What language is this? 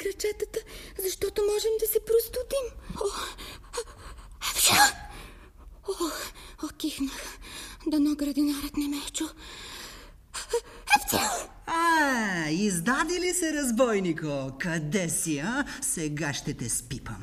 Bulgarian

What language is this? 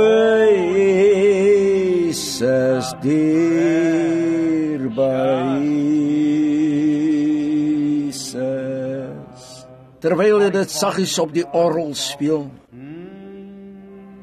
Afrikaans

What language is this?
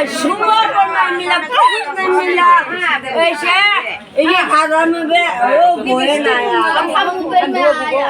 Dimasa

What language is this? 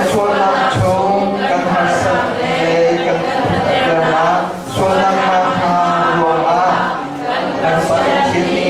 Hakha Chin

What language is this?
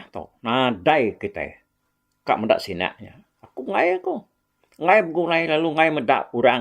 Iban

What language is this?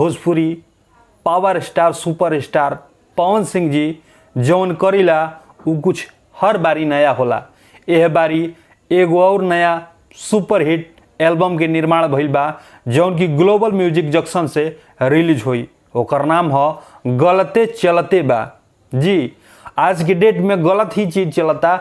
Bhojpuri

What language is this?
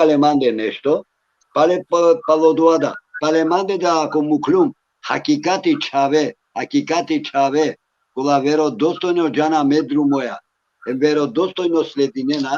Balkan Romani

